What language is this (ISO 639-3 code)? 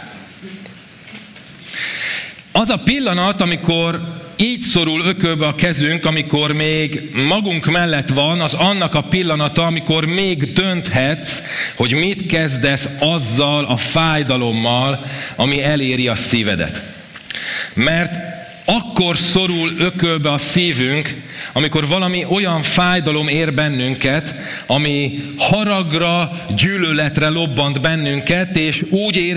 hun